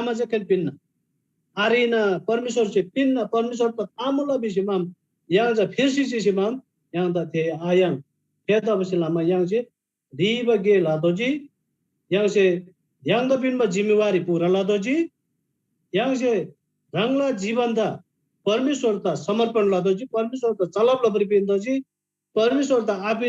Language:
Eastern Tamang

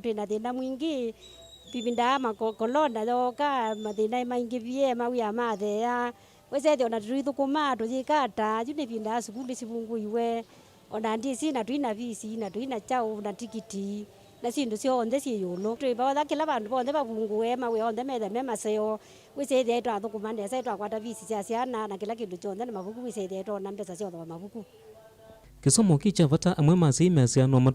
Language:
Kamba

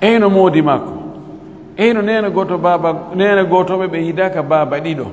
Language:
Fula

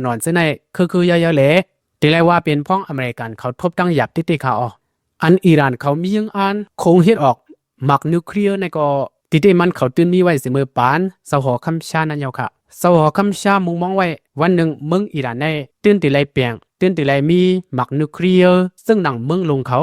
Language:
Shan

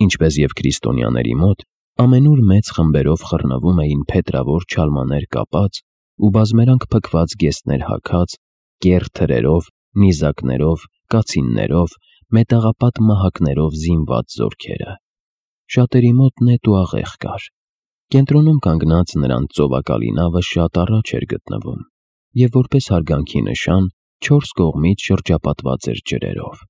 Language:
Armenian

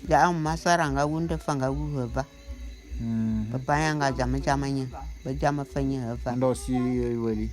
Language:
Bulu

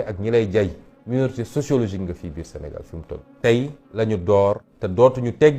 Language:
Wolof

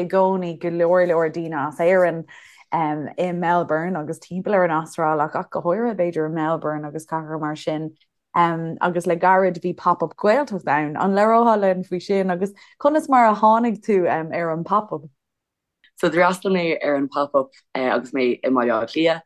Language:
Irish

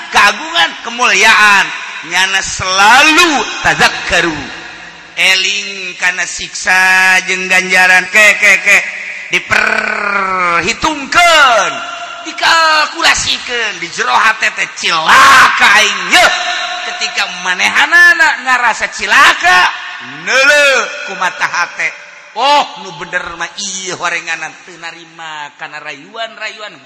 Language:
Sundanese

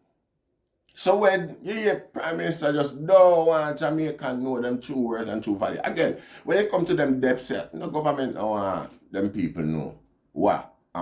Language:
Jamaican Creole English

